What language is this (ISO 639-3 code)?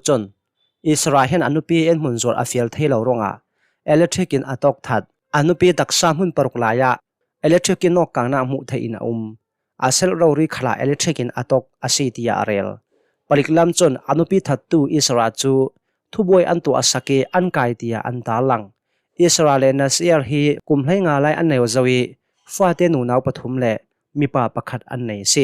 cnh